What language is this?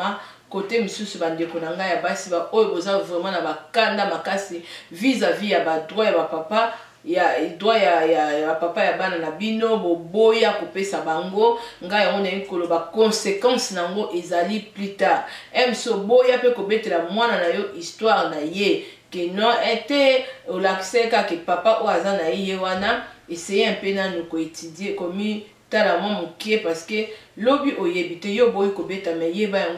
Lingala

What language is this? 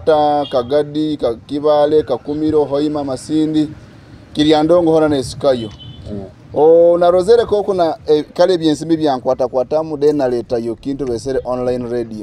Nyoro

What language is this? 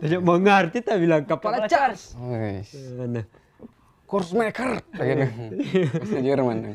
Manado Malay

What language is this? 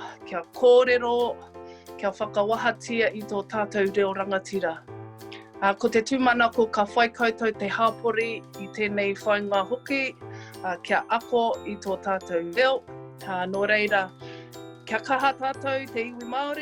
Māori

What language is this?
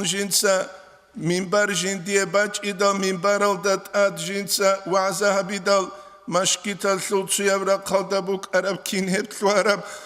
Avaric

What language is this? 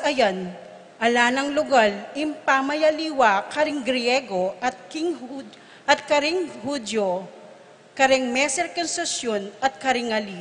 Pampanga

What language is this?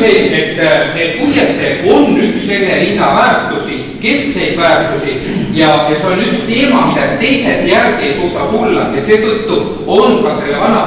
Estonian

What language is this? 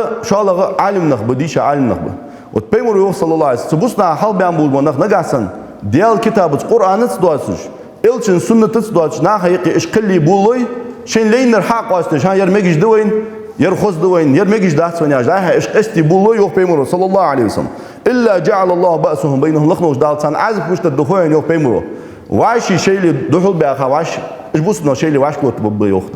Ingush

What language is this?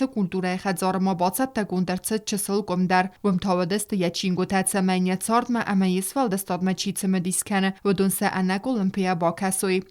Ossetic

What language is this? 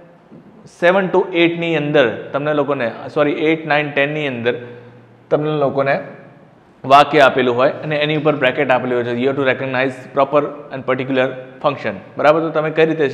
Gujarati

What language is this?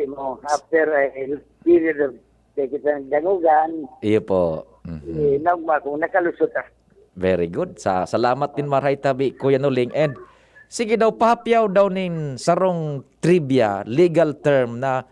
Bikol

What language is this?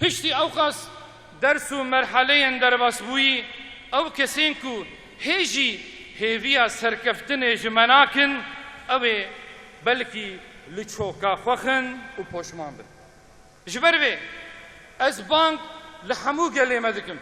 Kurdish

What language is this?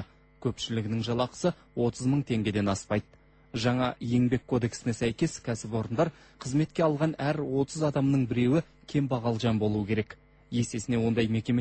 Kazakh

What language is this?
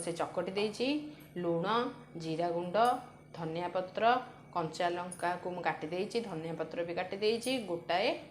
Odia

